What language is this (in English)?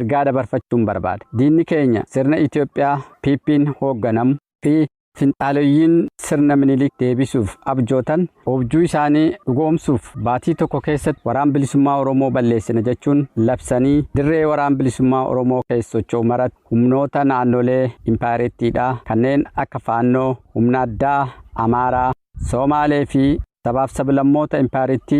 Oromo